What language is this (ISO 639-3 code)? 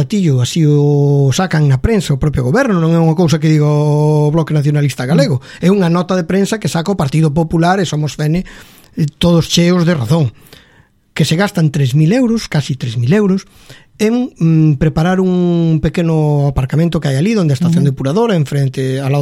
glg